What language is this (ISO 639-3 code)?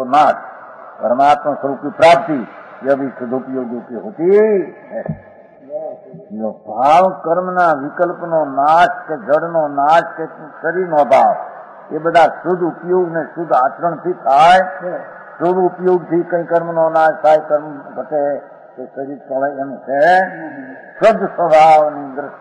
guj